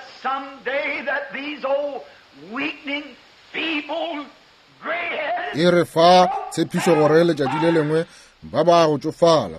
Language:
Northern Sotho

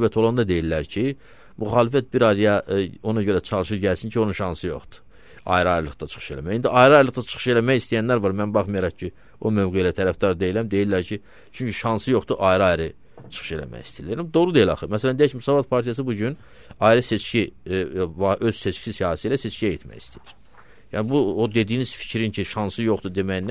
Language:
Azerbaijani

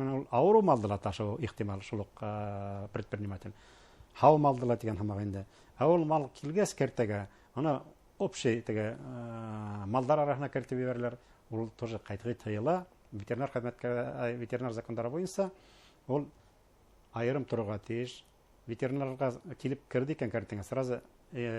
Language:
Bashkir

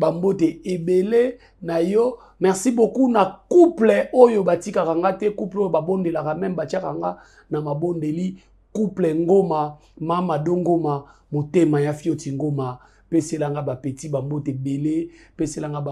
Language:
Lingala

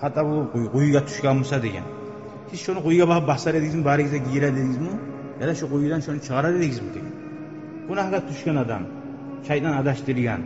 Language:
Kumyk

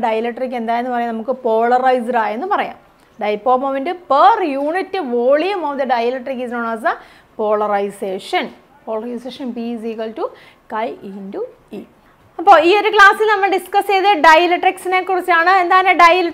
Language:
Malayalam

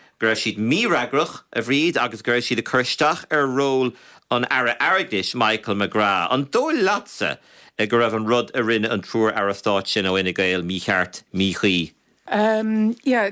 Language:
Irish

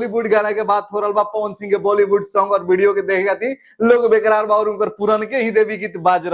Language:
Bhojpuri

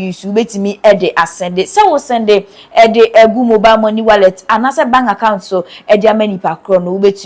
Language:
Akan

